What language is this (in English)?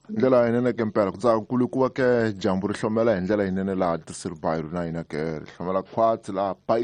Tsonga